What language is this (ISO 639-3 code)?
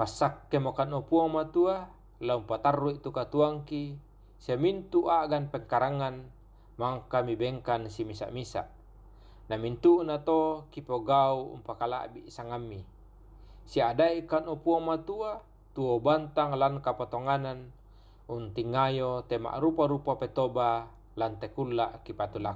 sda